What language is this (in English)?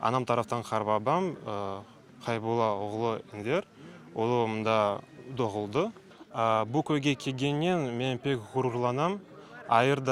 Crimean Tatar